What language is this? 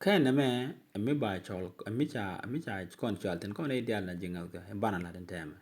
Nuer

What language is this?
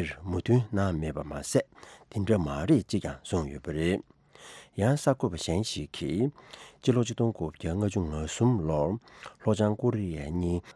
Tibetan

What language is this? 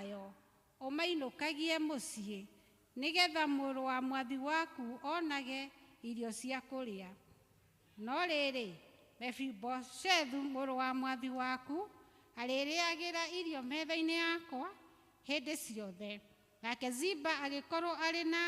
Kikuyu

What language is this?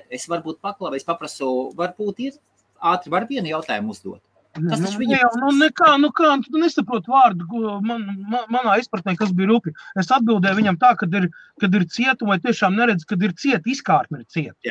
Latvian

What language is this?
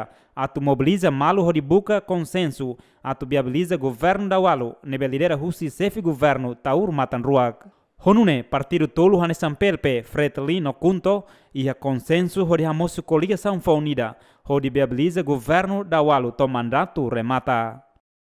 Tetum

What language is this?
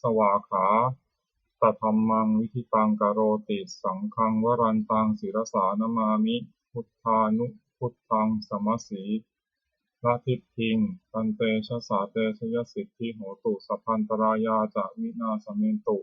Pali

